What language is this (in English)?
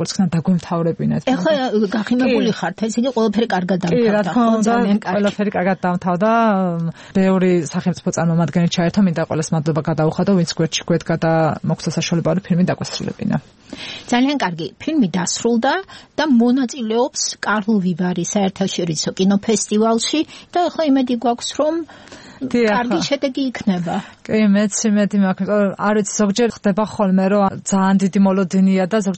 Georgian